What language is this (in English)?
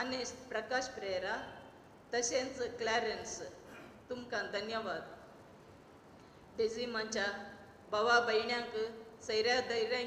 Konkani